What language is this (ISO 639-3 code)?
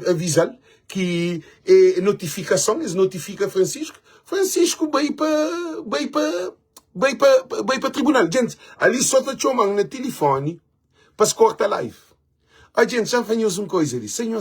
kea